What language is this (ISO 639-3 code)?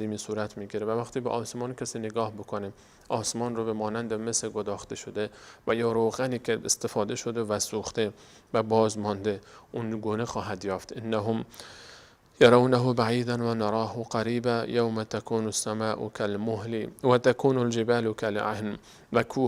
fas